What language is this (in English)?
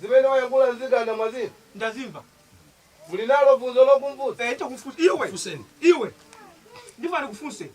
Nyanja